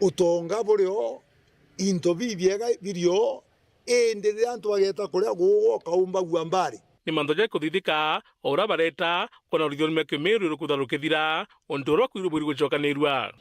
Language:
Meru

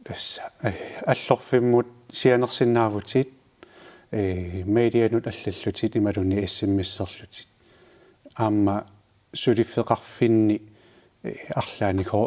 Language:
Kalaallisut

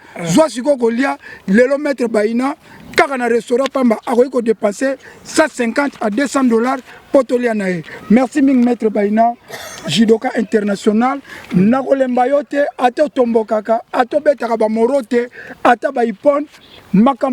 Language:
Lingala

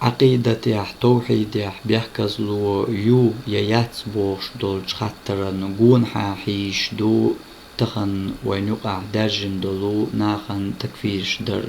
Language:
Chechen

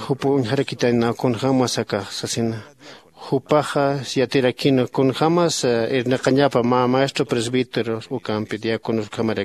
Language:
Aymara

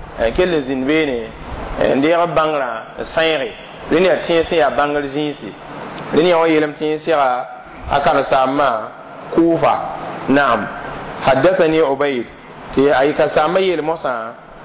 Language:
Mossi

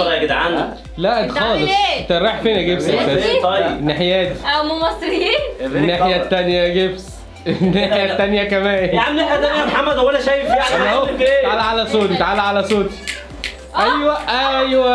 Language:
Egyptian Arabic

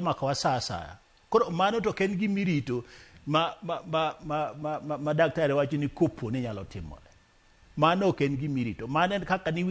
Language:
Luo (Kenya and Tanzania)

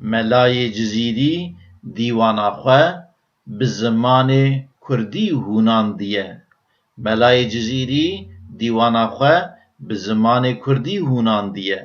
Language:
Kurdish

